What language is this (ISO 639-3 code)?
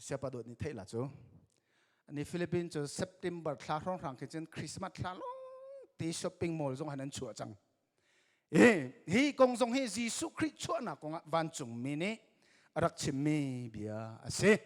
cnh